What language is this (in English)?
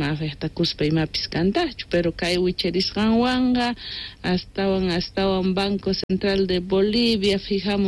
Quechua